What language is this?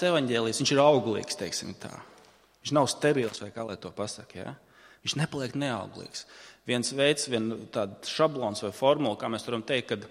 Latvian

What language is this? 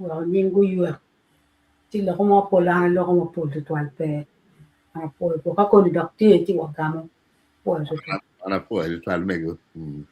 Acoli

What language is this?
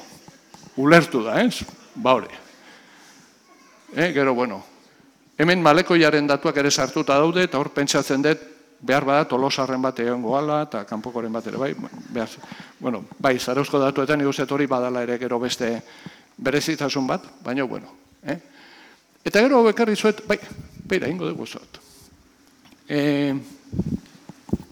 Basque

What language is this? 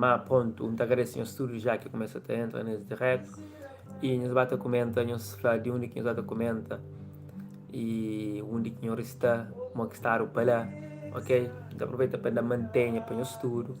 Kabuverdianu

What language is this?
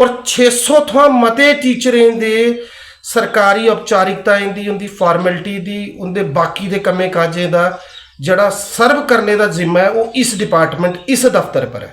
Dogri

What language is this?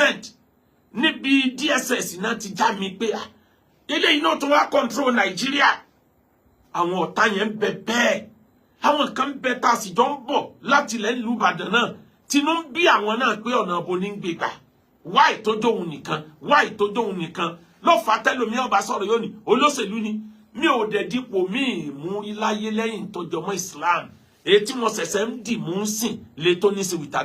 Yoruba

